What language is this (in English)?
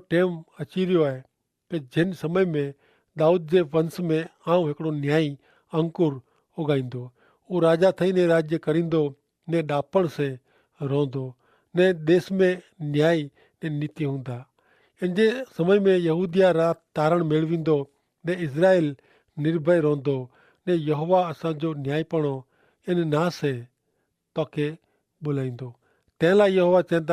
Kachhi